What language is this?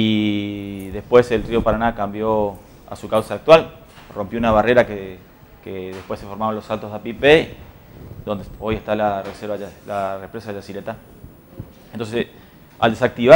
Spanish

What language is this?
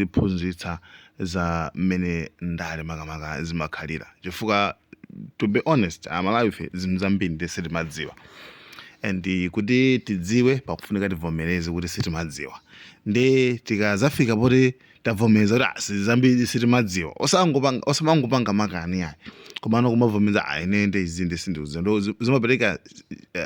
Nyanja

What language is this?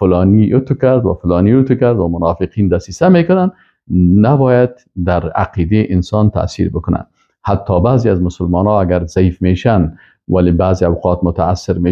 Persian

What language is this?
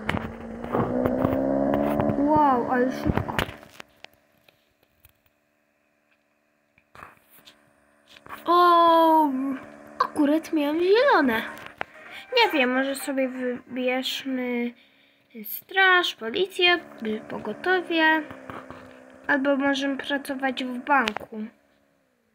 Polish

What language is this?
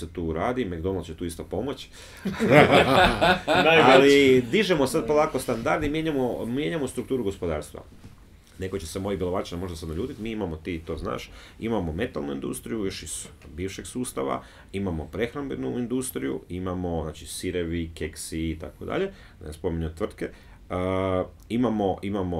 Croatian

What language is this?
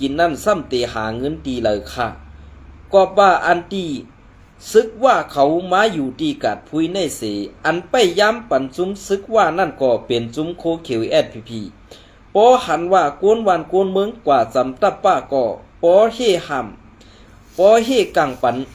Shan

